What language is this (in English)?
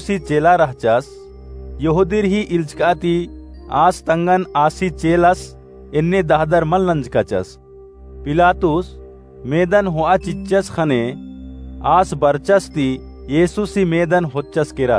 Kurukh